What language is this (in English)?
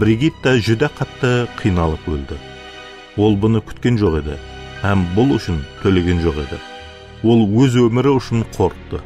Kara-Kalpak